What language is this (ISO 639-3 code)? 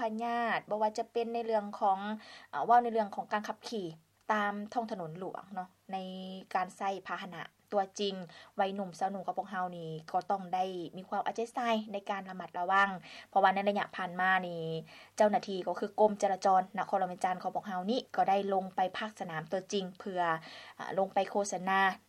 lao